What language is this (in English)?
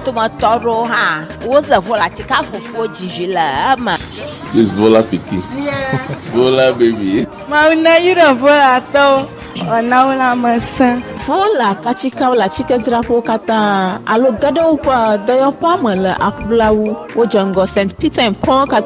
Ewe